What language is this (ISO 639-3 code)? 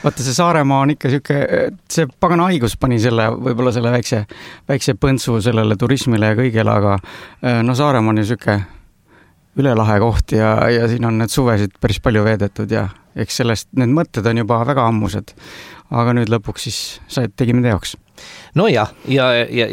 est